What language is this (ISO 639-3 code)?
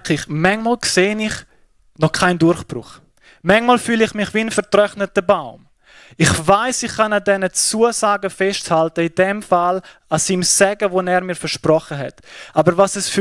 gsw